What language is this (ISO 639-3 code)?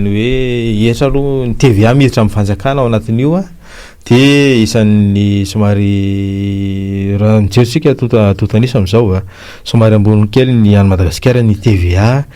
mlg